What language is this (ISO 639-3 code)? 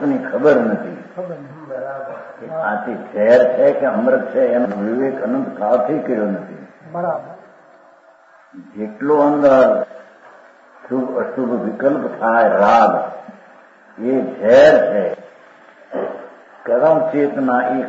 guj